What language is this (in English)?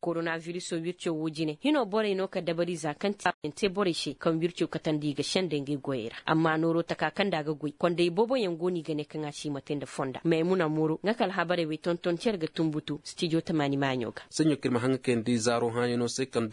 Koyraboro Senni